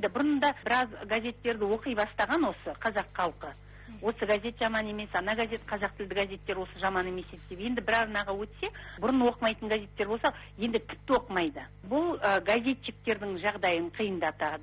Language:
Kazakh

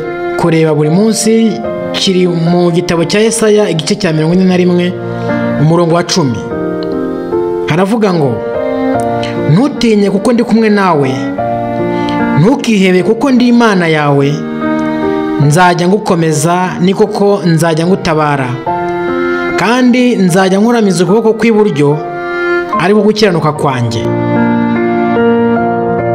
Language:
Kinyarwanda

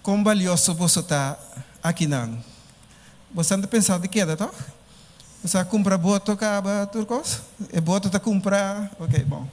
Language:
Papiamento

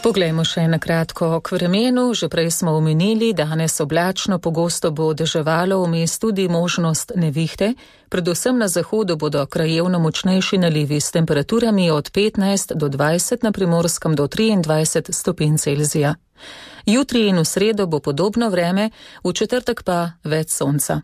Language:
Slovenian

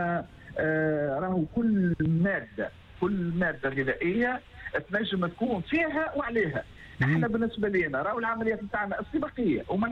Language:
Tunisian Arabic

